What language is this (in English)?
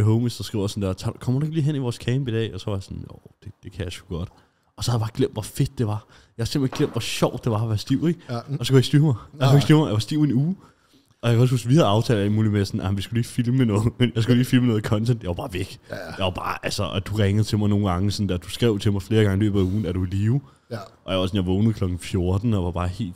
Danish